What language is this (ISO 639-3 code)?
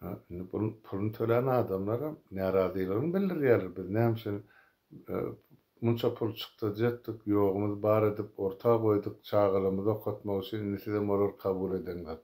tuk